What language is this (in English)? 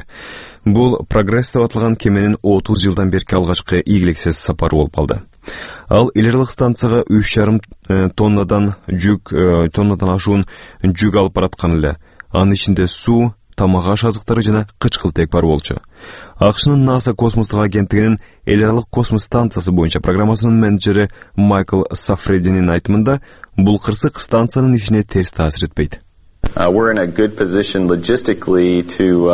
Kyrgyz